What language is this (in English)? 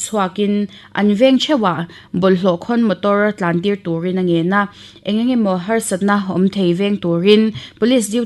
Mizo